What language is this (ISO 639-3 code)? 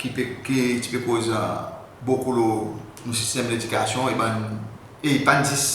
crs